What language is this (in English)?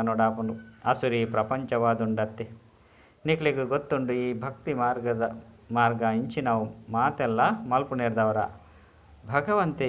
Tulu